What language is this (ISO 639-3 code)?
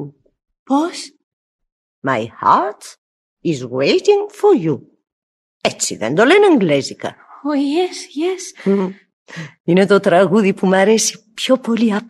ell